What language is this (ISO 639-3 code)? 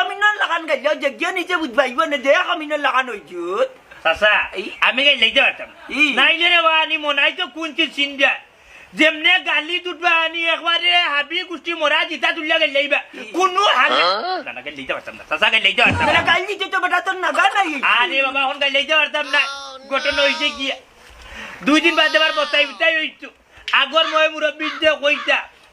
syl